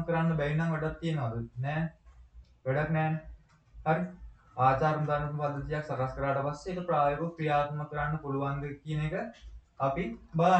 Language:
Sinhala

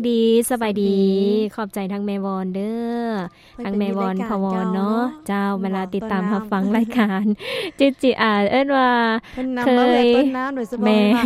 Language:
Lao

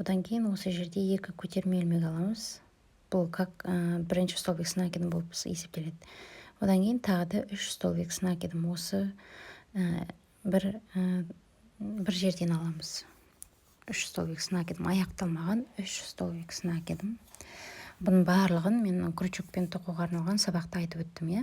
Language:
Kazakh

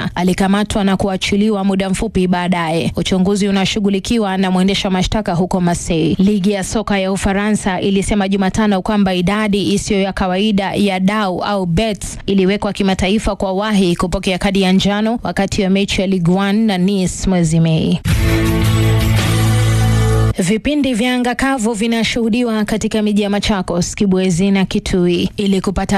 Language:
Swahili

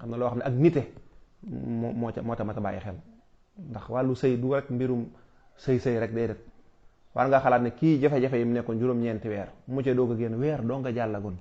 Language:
Wolof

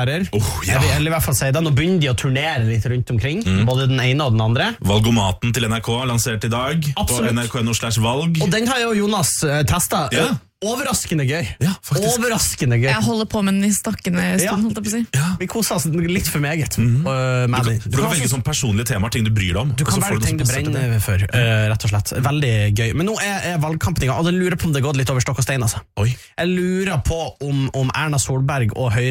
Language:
Norwegian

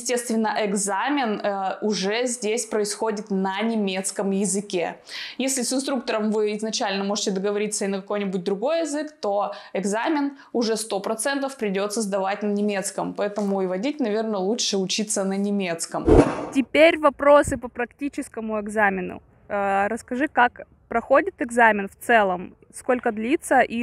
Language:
Russian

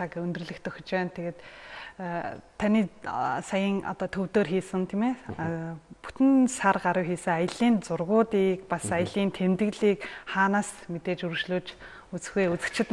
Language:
Mongolian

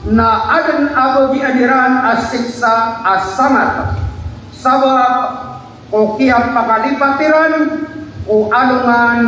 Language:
Maranao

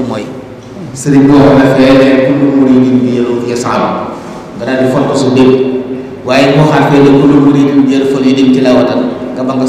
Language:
Wolof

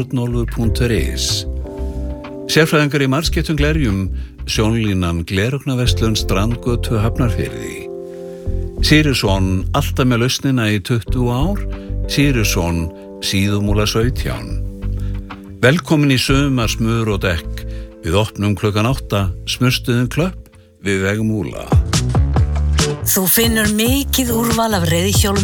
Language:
Icelandic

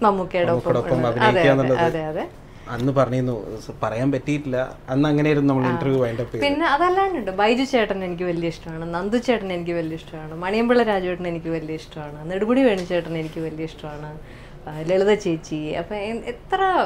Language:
Malayalam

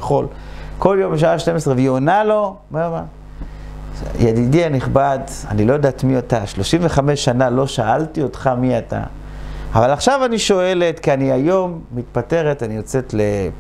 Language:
Hebrew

